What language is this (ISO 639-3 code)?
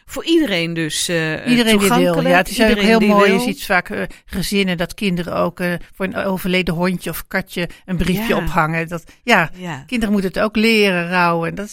nld